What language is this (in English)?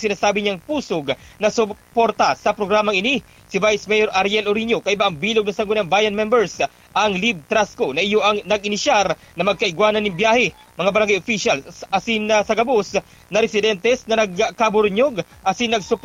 Bikol